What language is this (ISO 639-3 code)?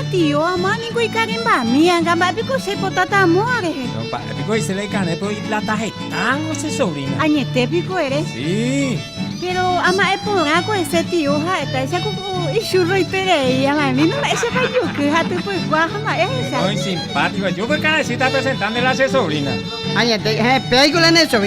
grn